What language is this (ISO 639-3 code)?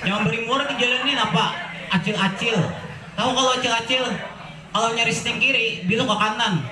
bjn